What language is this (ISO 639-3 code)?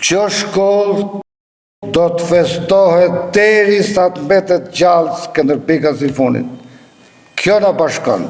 sqi